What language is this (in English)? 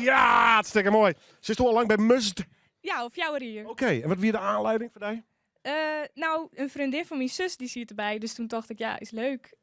Western Frisian